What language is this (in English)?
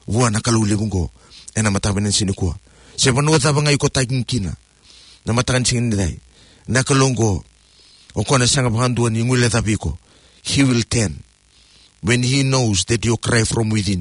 Fijian